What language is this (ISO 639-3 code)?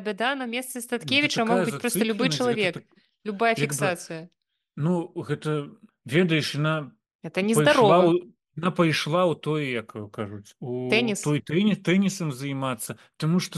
bel